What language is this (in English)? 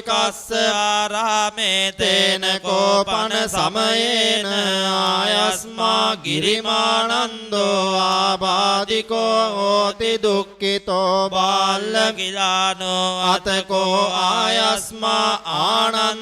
Pali